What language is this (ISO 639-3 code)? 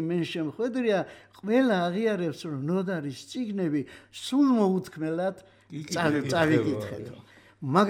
kat